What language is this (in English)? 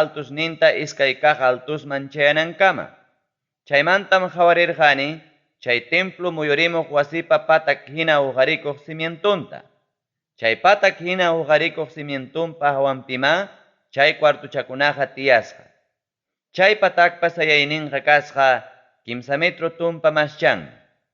Ayacucho Quechua